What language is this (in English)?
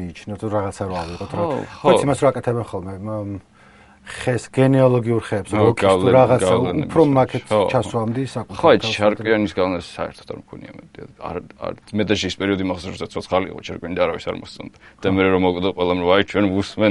Georgian